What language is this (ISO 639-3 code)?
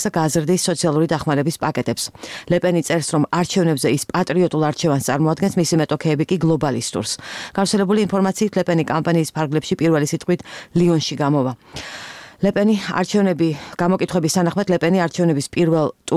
kat